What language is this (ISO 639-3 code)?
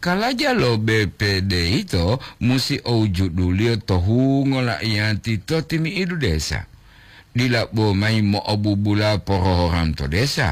gor